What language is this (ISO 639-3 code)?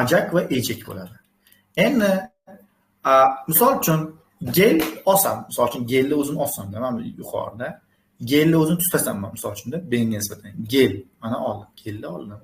uzb